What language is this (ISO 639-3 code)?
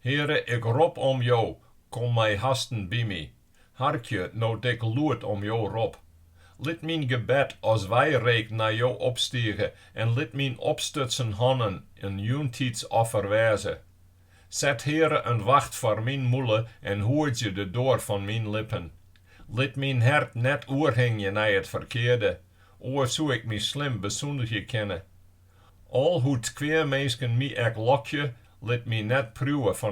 fry